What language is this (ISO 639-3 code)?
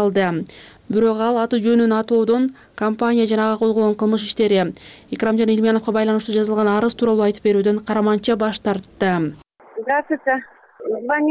kir